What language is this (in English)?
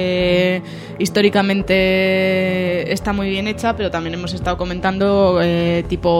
Spanish